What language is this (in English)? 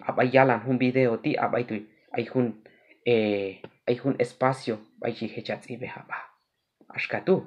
Q'anjob'al